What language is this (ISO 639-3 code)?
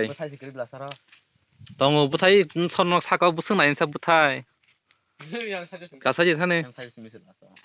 trp